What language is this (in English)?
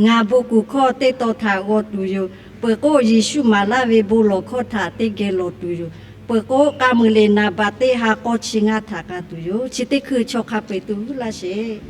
Lahu